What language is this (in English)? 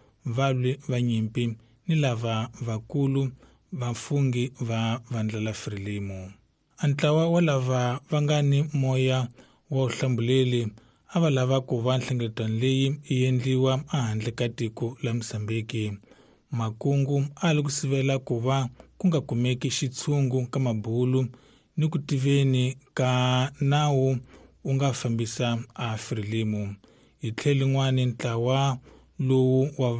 Tsonga